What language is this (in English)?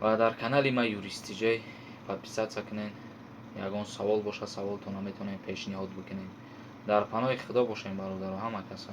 Tajik